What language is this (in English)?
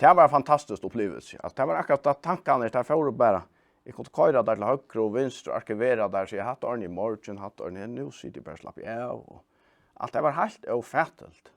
Faroese